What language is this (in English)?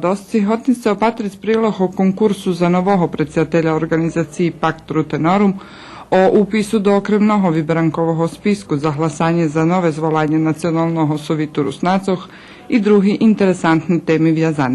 Rusyn